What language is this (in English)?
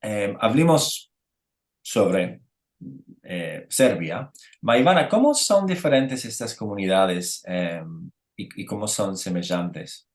Ladino